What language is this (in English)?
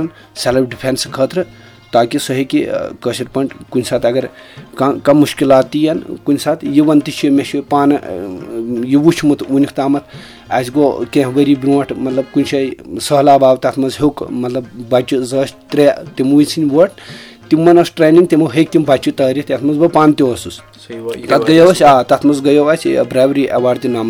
Kashmiri